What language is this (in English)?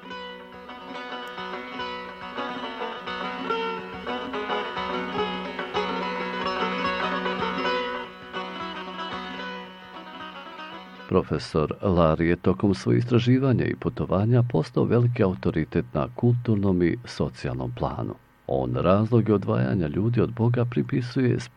Bosnian